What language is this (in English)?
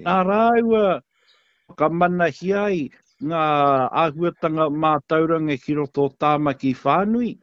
Māori